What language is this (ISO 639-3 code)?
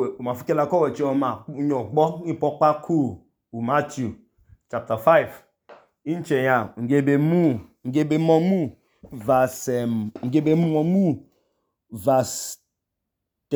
idu